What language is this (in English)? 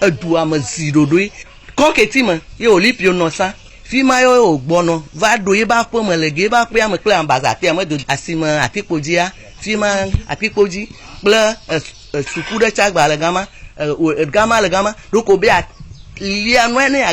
Ewe